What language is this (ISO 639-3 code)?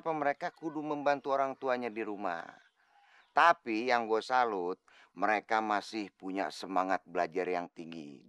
bew